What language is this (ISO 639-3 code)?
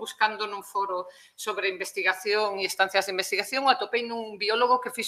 glg